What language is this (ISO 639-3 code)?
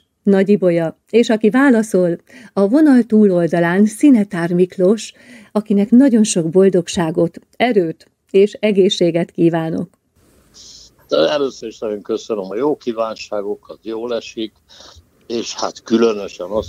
hun